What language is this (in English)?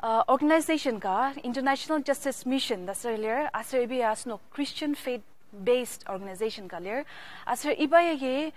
Ao Naga